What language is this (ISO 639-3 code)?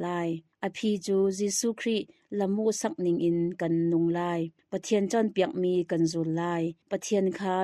cnh